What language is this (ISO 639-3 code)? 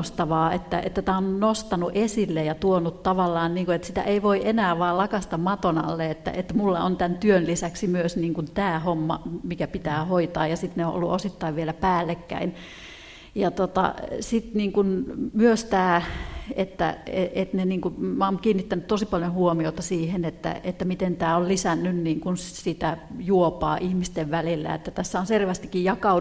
fin